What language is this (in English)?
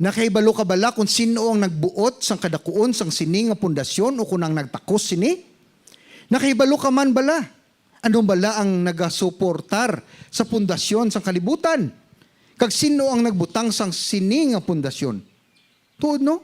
Hiligaynon